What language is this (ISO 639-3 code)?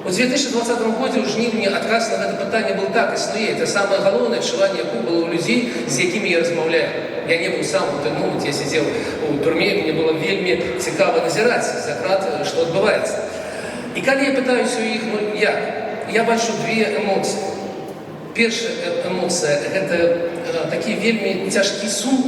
bel